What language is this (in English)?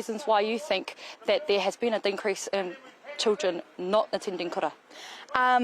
Māori